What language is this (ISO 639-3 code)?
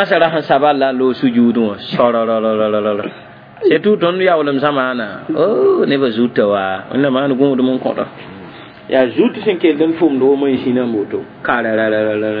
mos